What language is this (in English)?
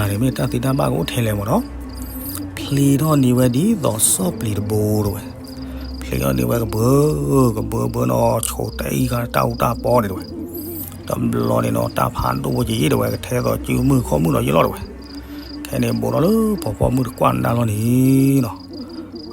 S'gaw Karen